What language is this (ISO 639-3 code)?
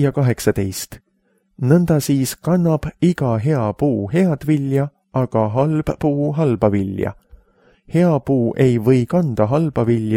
est